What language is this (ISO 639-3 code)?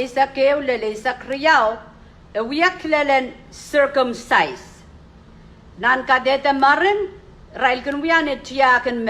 pon